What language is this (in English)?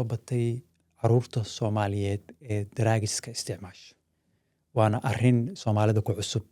Somali